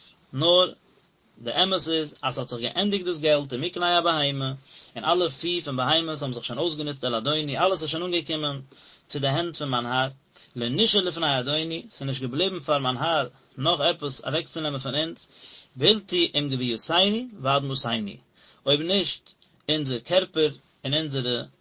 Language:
Yiddish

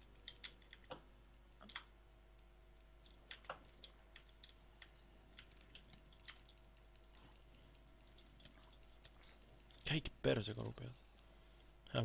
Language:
Estonian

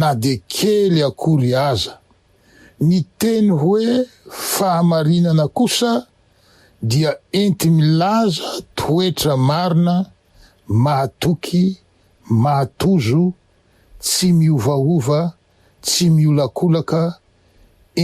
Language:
Malagasy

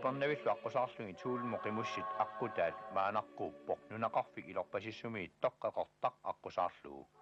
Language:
Kalaallisut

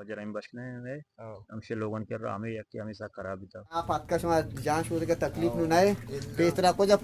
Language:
Eastern Balochi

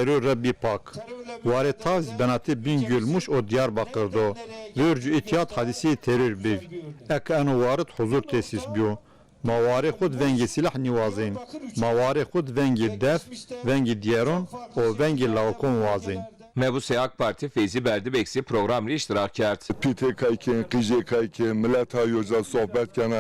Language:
Zaza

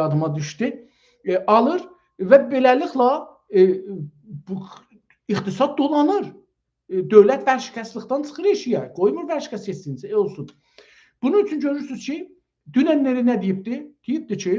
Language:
South Azerbaijani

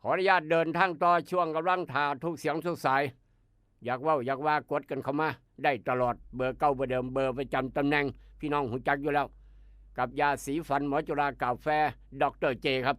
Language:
Northeastern Thai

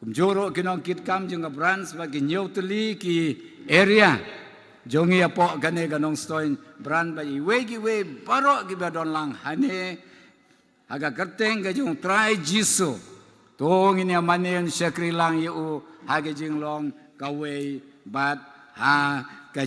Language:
Khasi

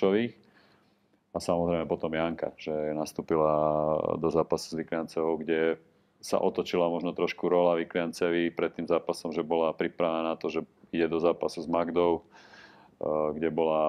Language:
Slovak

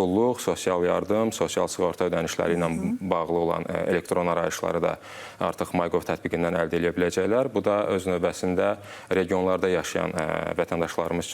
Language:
Azerbaijani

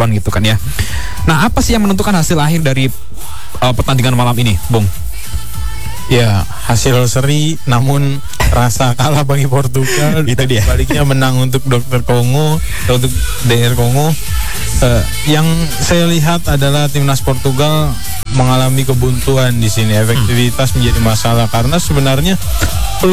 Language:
Indonesian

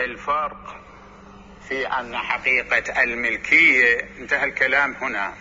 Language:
Mesopotamian Arabic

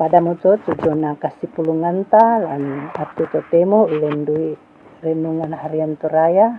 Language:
Toraja-Sa'dan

